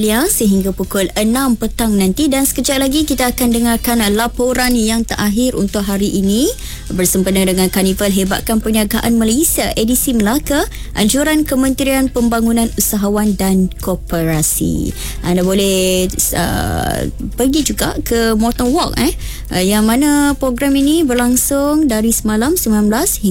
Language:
Malay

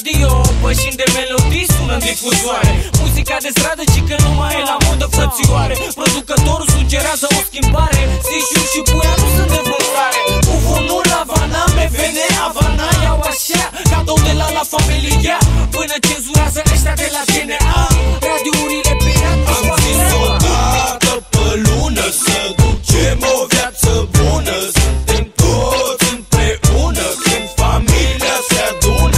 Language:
Romanian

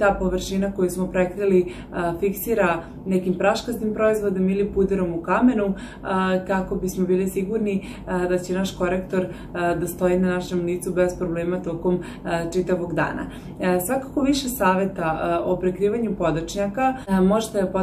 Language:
Serbian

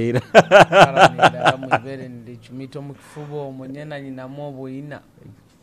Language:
Nyoro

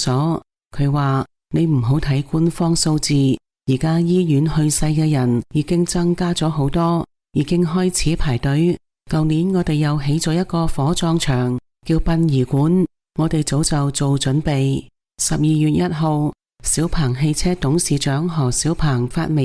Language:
Cantonese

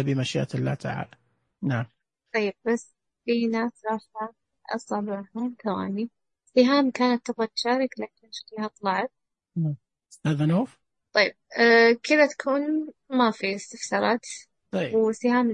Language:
Najdi Arabic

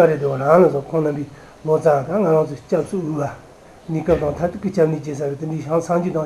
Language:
Tibetan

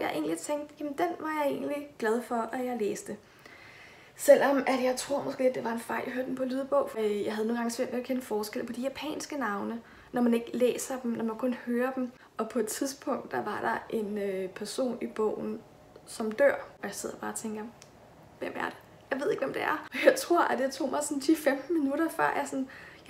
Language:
Danish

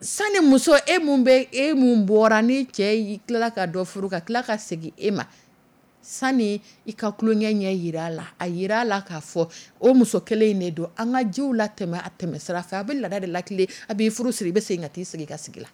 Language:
Dyula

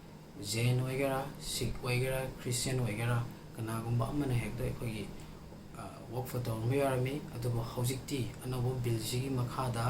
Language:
Manipuri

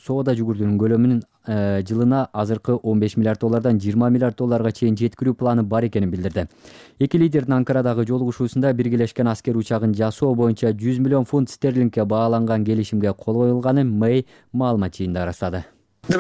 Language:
Kyrgyz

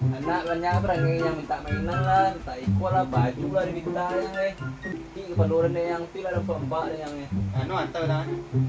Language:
Minangkabau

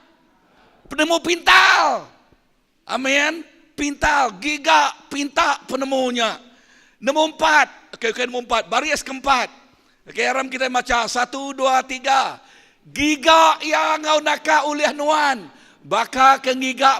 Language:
Iban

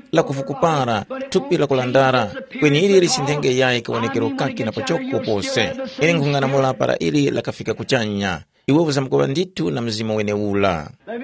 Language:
Tumbuka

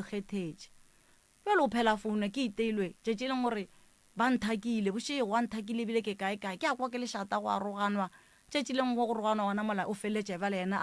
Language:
Northern Sotho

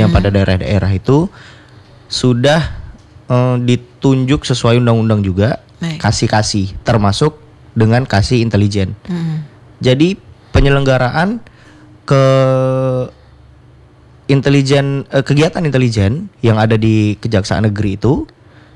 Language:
Indonesian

